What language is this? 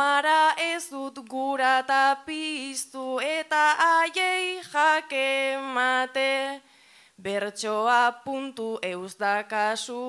Basque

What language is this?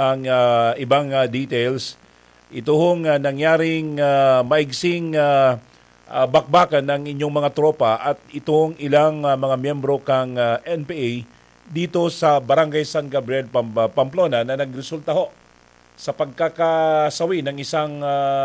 Bikol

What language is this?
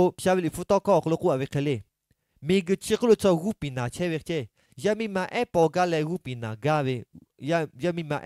Lahu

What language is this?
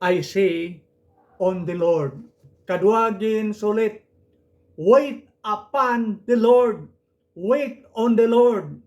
Hiligaynon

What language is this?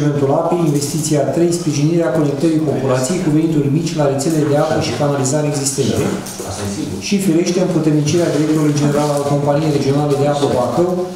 Romanian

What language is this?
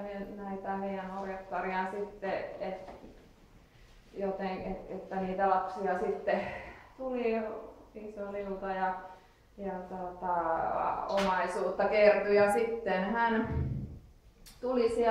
Finnish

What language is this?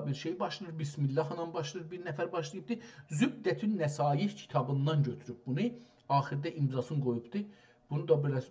South Azerbaijani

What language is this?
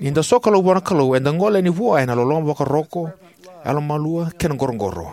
Fijian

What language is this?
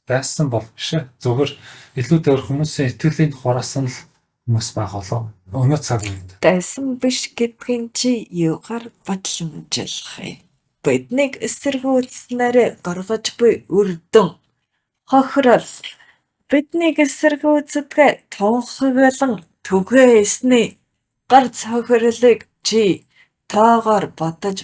Mongolian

